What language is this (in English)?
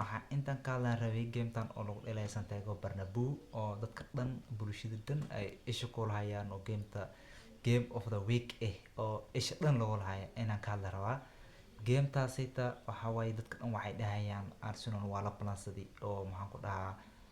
Somali